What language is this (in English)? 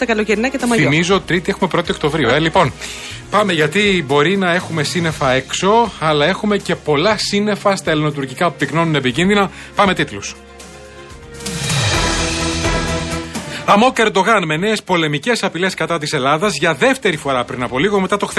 Greek